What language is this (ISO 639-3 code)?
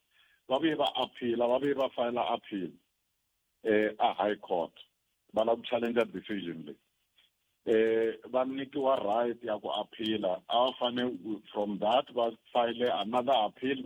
tso